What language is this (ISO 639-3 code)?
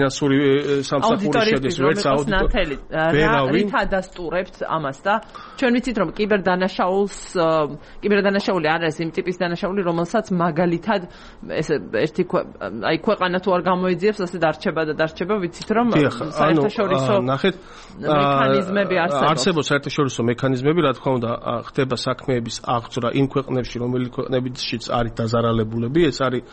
kat